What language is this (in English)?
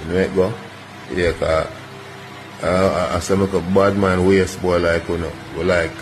Jamaican Creole English